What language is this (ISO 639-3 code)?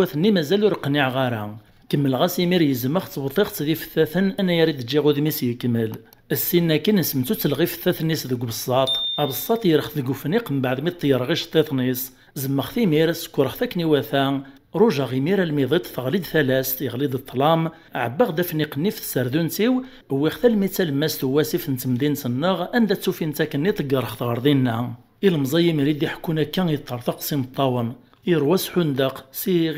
kab